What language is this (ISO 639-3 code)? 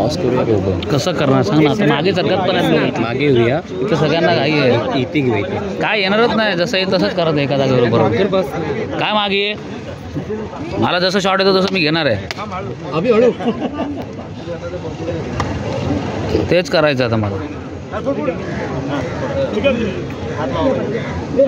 mar